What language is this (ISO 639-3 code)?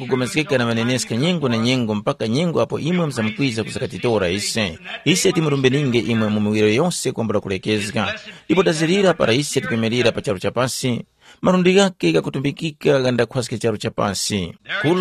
tum